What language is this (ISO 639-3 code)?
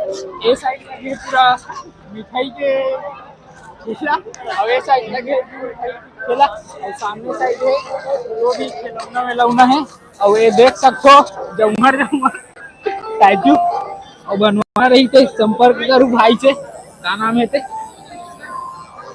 hne